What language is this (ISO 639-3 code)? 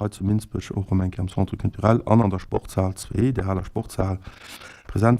ltz